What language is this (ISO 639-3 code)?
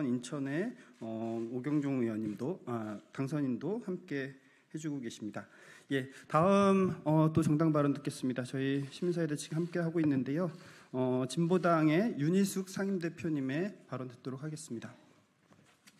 kor